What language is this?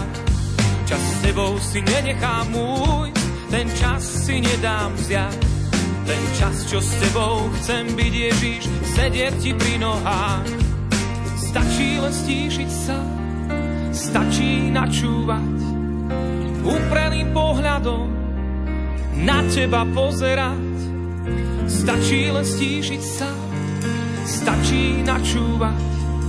Slovak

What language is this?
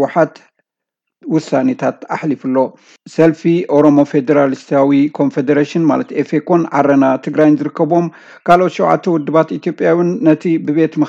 Tigrinya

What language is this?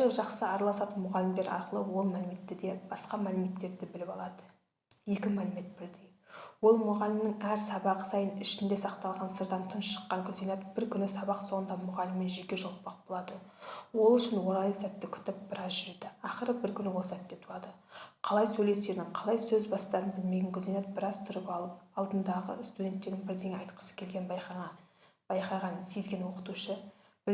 Kazakh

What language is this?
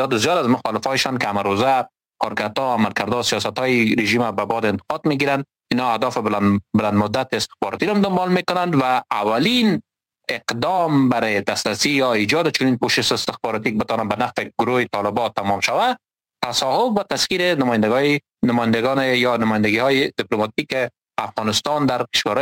Persian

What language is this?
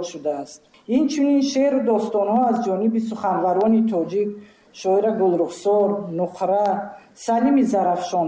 Tajik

